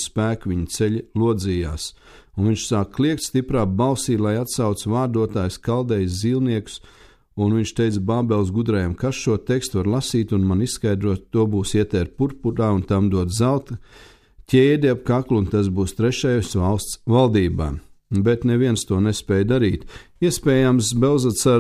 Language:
Latvian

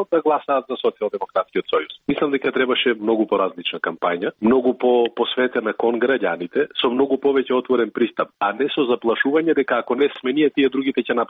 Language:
Macedonian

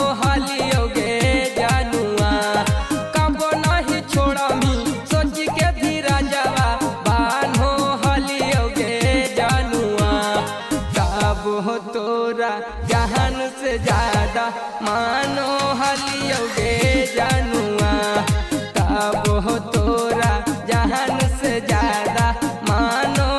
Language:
Magahi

